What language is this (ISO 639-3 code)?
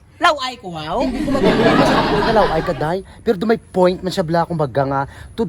hil